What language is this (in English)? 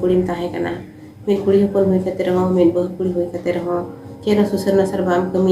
Santali